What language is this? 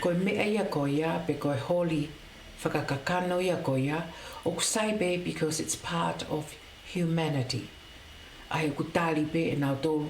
Tongan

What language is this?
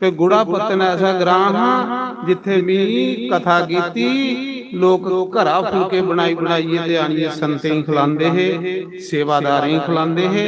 Dogri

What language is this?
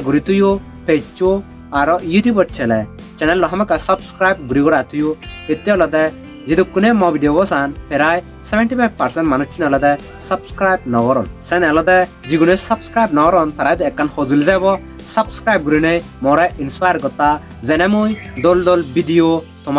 Chakma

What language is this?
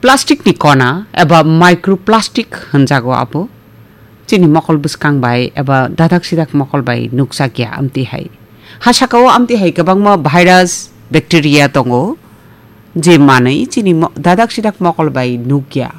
Kok Borok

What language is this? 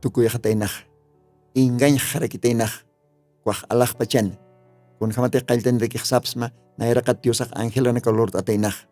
Aymara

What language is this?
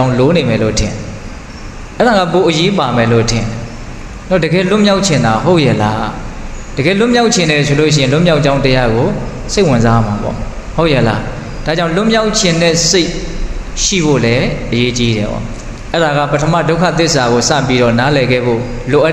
Burmese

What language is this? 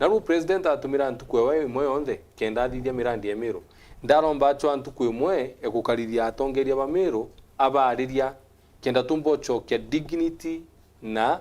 Meru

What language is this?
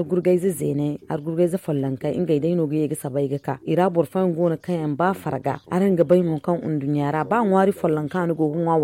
Zarma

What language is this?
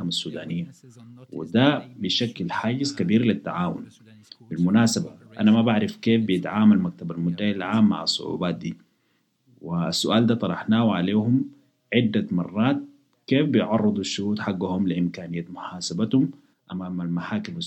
Sudanese Arabic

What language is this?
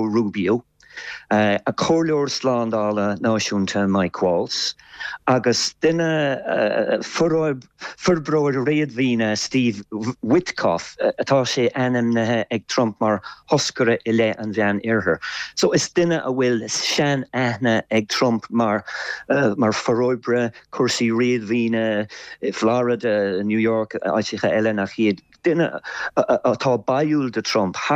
Irish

